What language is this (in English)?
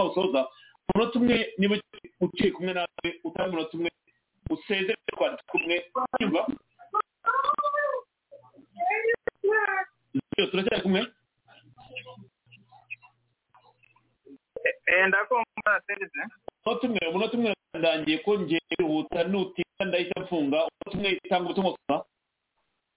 Kinyarwanda